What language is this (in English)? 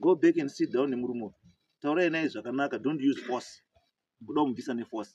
Shona